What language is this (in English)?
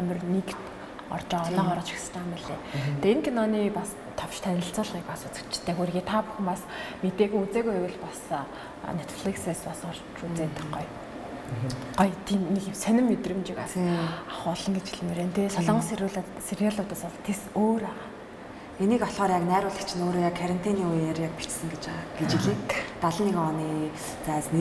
Mongolian